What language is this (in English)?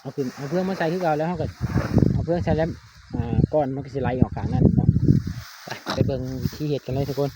Lao